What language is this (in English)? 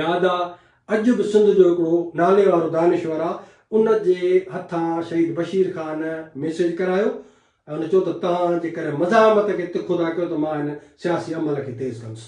Sindhi